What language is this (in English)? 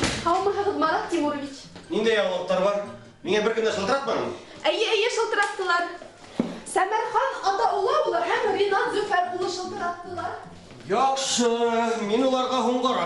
Bashkir